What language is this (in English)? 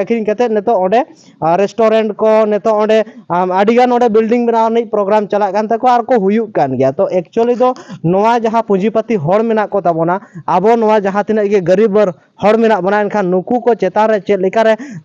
Santali